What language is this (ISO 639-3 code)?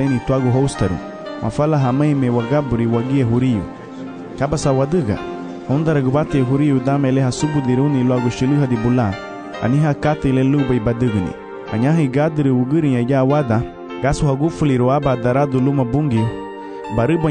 cab